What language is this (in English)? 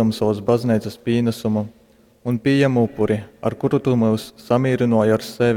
Latgalian